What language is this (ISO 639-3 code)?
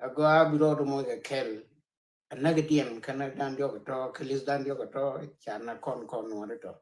nus